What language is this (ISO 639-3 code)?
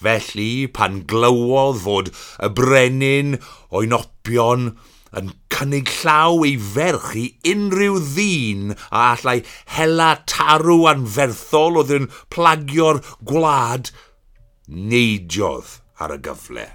cym